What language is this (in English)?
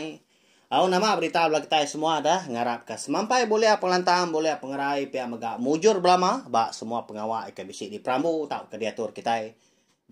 Iban